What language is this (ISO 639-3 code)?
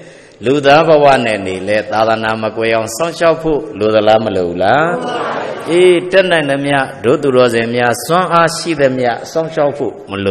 mya